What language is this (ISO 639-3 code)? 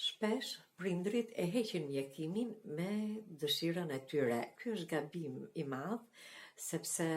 sqi